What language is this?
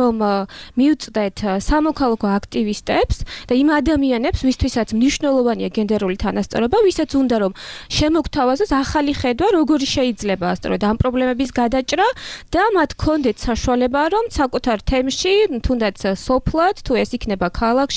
Georgian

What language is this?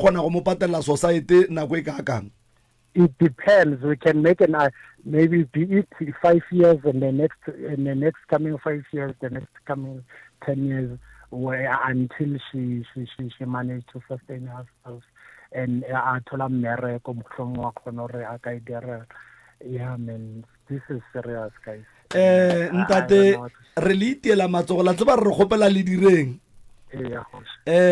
Northern Sotho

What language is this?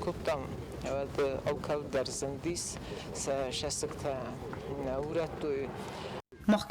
Ossetic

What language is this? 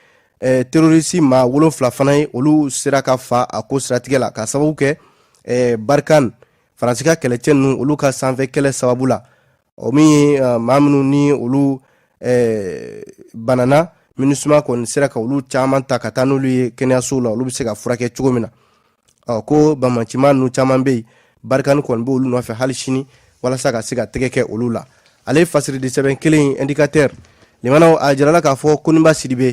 Bambara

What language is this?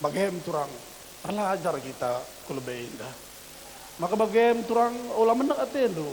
Batak Karo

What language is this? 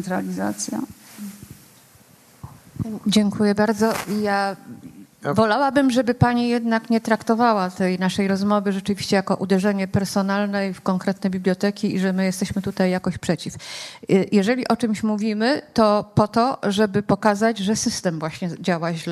Polish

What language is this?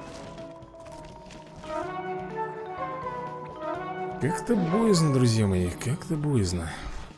Russian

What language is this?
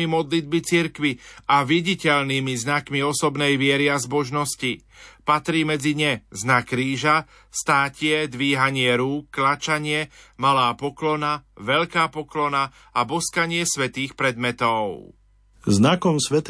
Slovak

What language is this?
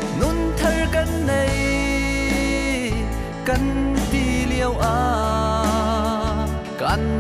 Hakha Chin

